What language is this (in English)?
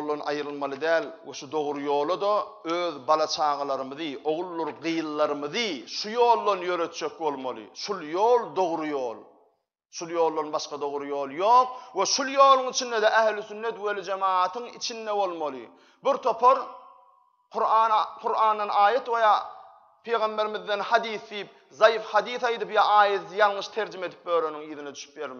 Turkmen